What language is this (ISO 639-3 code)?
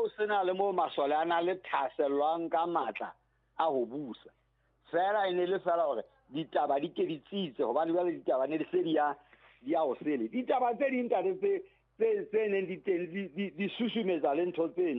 sot